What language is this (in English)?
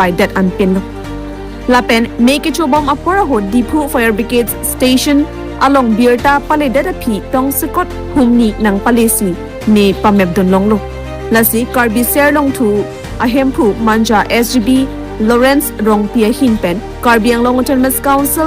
Karbi